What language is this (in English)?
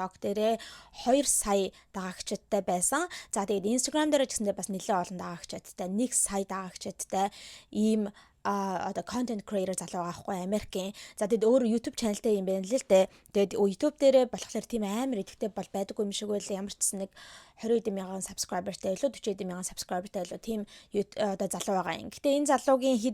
Mongolian